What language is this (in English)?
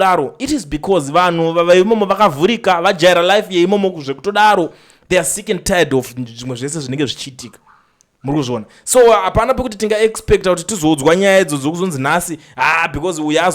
Shona